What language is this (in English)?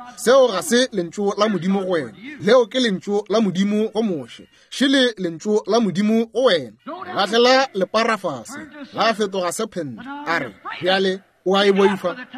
Northern Sotho